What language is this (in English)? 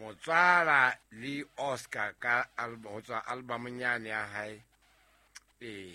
Southern Sotho